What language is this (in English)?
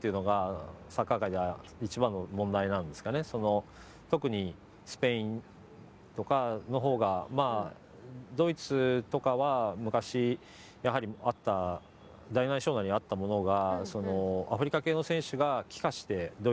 Japanese